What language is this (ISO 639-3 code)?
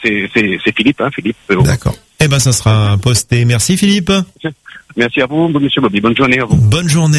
fra